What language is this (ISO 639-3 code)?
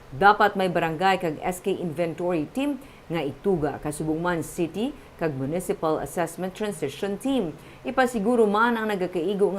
hil